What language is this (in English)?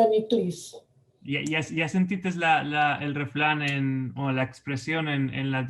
Ladino